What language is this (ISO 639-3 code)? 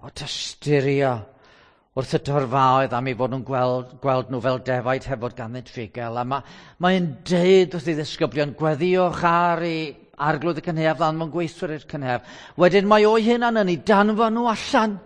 cym